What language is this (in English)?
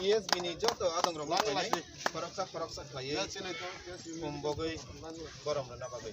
Kok Borok